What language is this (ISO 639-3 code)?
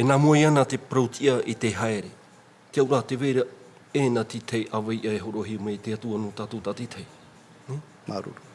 tah